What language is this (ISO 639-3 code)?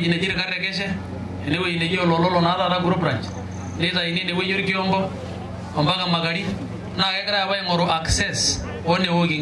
mas